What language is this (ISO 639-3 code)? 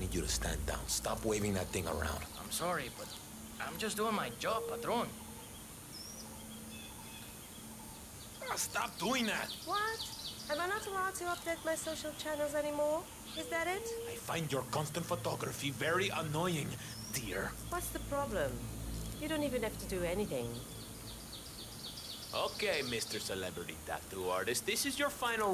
eng